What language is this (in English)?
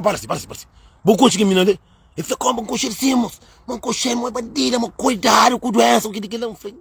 Kabuverdianu